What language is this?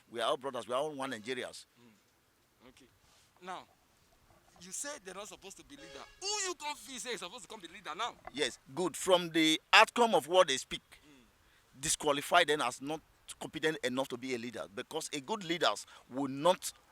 Nigerian Pidgin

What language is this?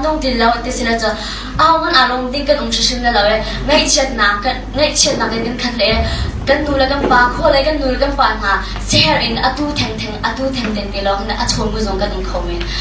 Hakha Chin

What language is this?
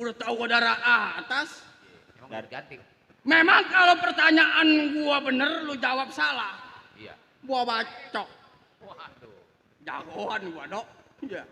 Betawi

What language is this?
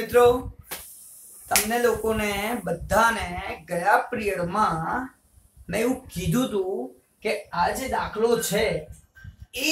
Gujarati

